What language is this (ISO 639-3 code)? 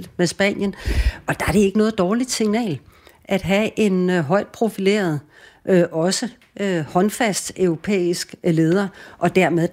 dan